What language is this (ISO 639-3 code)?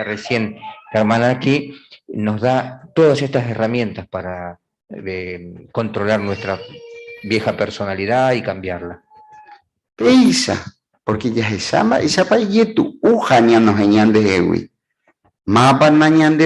grn